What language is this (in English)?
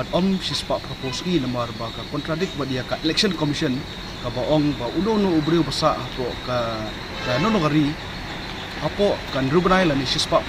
Khasi